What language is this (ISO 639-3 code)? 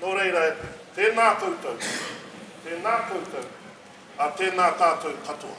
mri